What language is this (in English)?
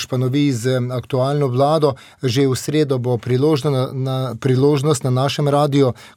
Slovenian